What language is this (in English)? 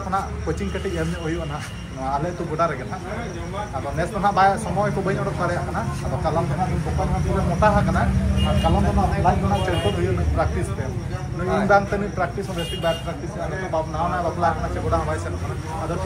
Santali